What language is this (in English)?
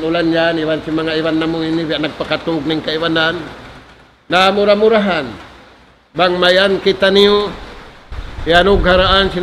Tausug